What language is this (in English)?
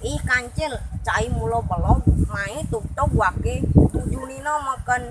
Balinese